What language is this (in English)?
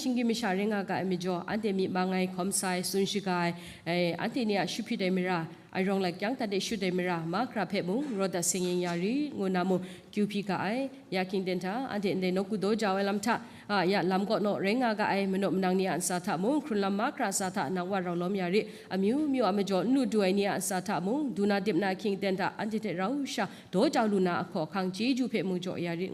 Kachin